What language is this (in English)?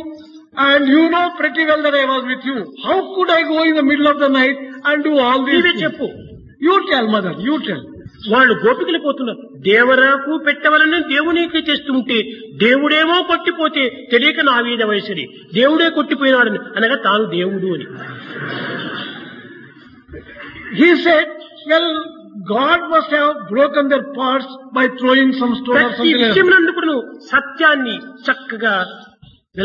Telugu